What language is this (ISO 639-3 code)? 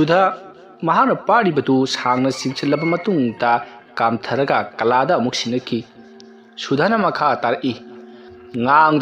mni